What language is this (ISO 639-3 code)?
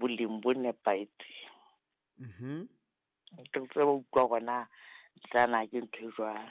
sot